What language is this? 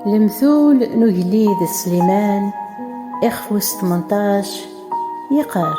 Kabyle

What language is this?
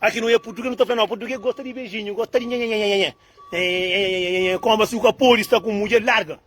Kabuverdianu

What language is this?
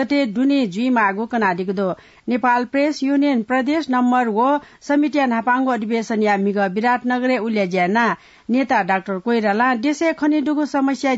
Newari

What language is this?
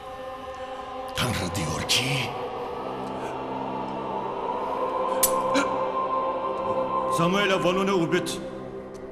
Turkish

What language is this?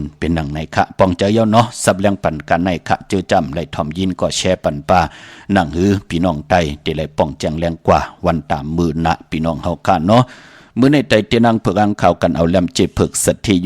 Shan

